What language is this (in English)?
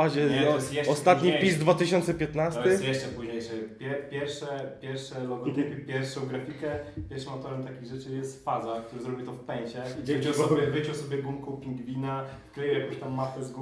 Polish